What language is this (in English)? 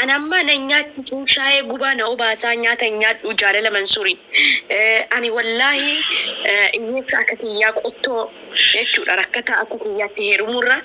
Oromo